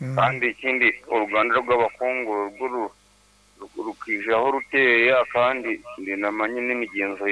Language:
Nyankole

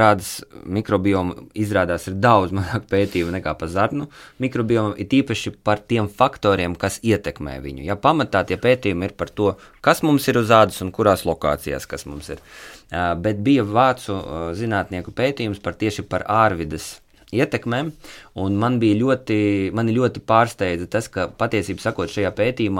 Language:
Latvian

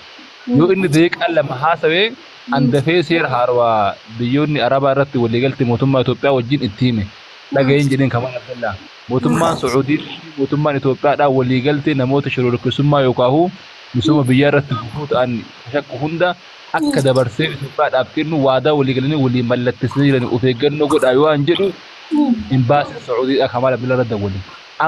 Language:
Oromo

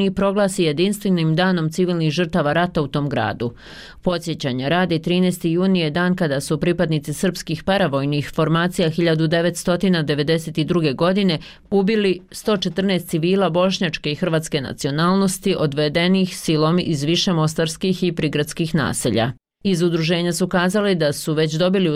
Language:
Bosnian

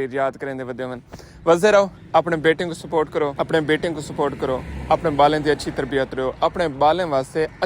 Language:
Saraiki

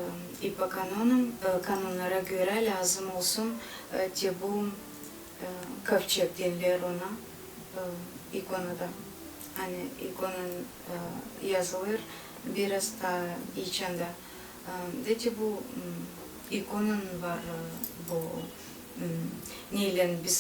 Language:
Gagauz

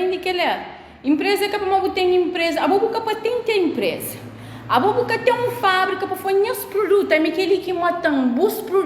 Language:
Kabuverdianu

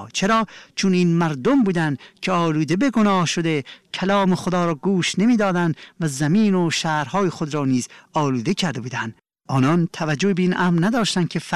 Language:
Persian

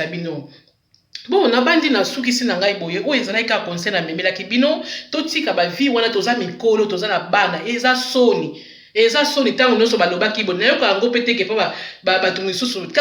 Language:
Lingala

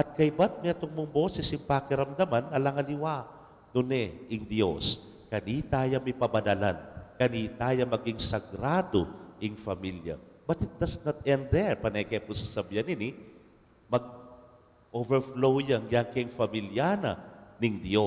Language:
Pampanga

